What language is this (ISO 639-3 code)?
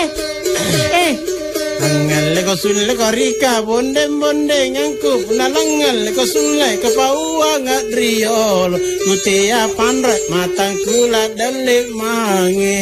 mak